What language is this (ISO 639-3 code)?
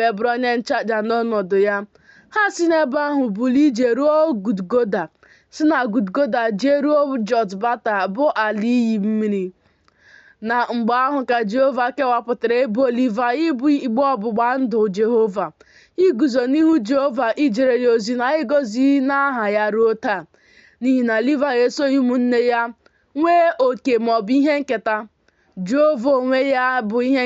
ibo